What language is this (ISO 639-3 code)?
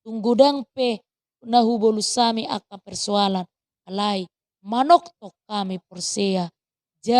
bbc